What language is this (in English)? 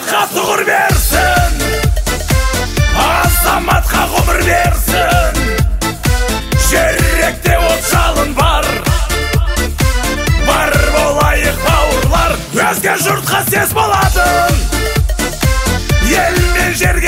Kazakh